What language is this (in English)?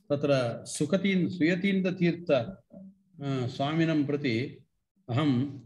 Sanskrit